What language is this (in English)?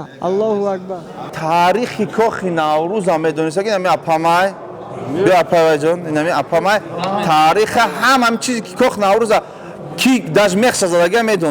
Tajik